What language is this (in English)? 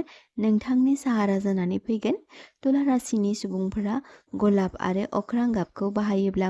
Bodo